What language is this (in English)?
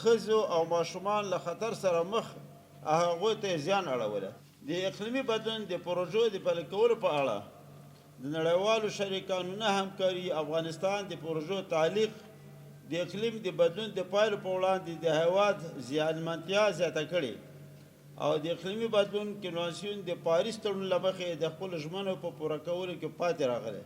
Pashto